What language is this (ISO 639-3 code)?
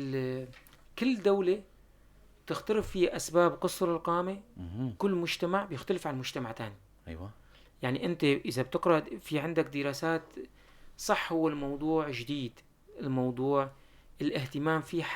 apc